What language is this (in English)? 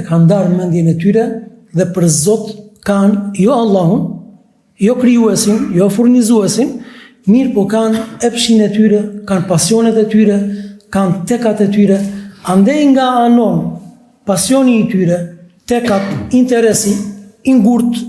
Albanian